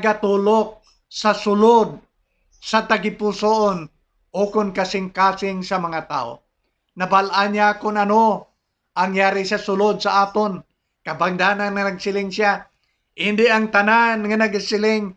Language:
Hiligaynon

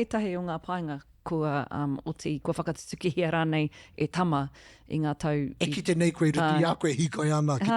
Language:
Māori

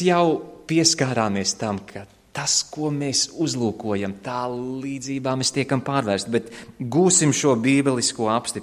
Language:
Latvian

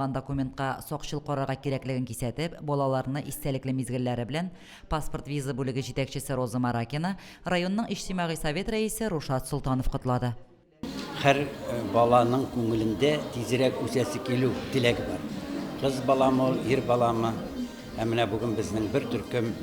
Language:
Tatar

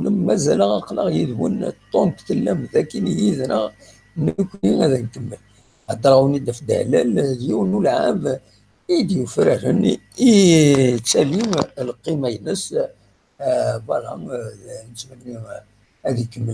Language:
Kabyle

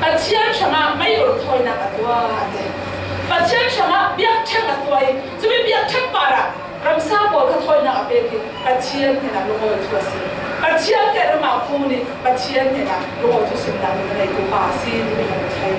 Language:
Falam Chin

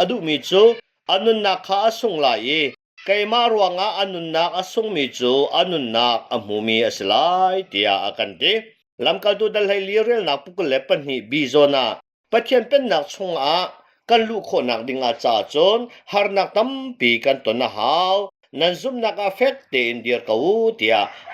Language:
Hakha Chin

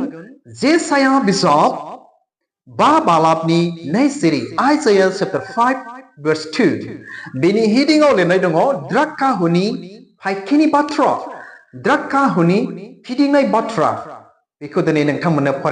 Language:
Bodo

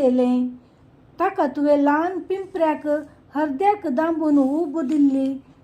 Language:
Konkani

